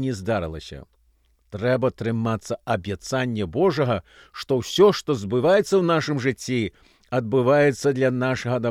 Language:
Belarusian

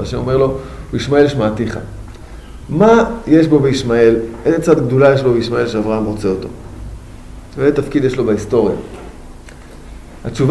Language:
Hebrew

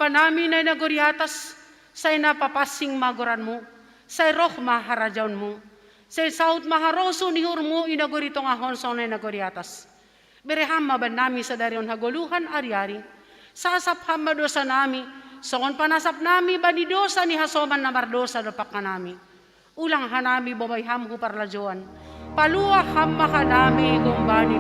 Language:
Batak Simalungun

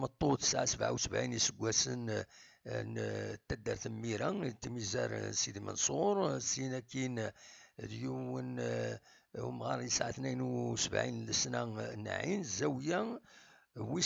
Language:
Kabyle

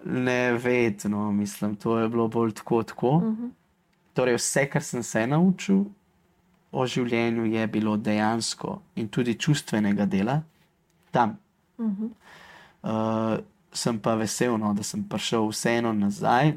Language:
Slovenian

